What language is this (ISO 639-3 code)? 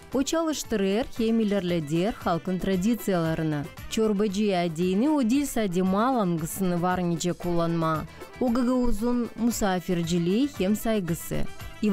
gag